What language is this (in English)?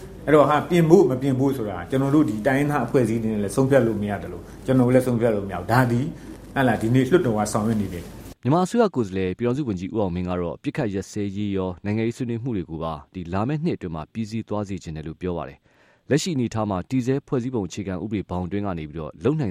Burmese